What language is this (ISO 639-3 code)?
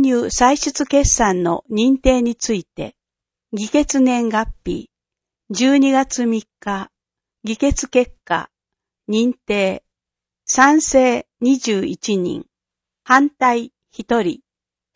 jpn